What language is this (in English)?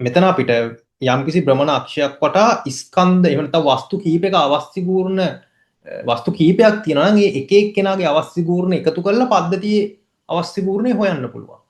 Sinhala